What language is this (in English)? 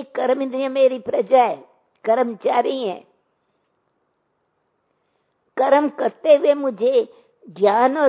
Hindi